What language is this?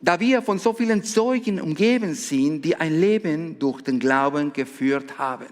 Swiss German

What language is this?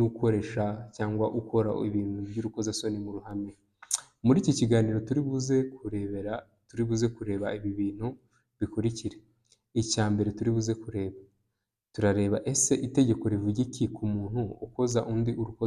Kinyarwanda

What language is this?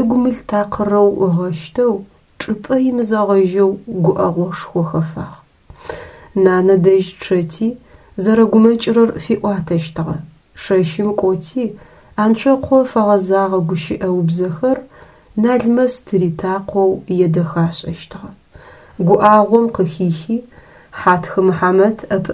Adyghe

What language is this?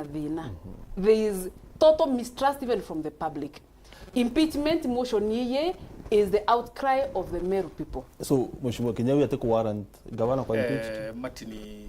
Meru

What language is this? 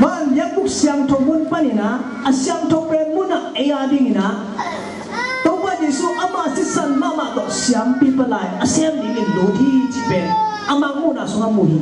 Tedim Chin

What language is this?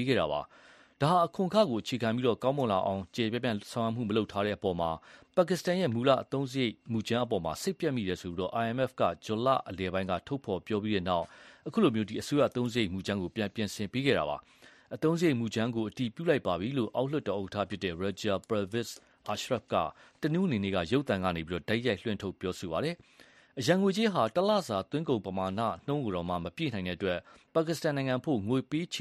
Burmese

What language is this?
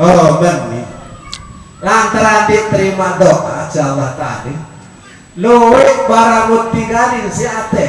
Sasak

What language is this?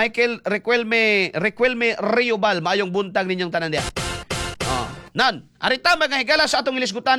Cebuano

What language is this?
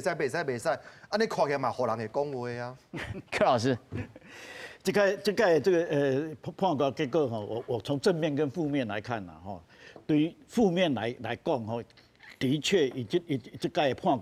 Min Nan Chinese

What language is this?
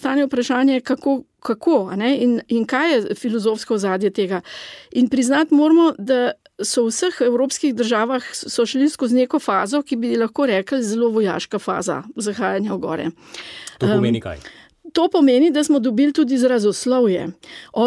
Slovenian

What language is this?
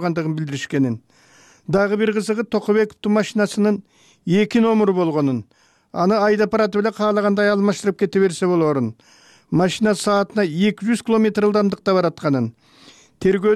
Kyrgyz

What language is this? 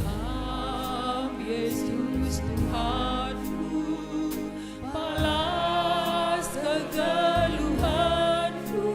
Batak Karo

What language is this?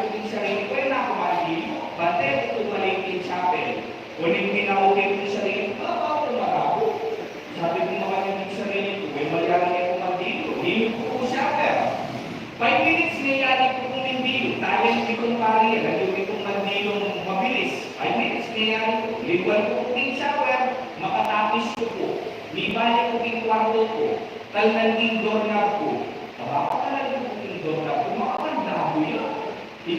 Pampanga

